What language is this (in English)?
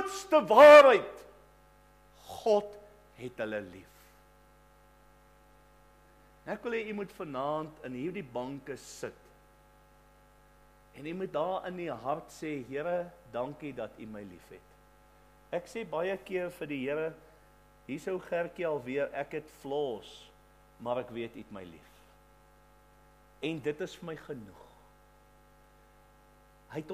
Afrikaans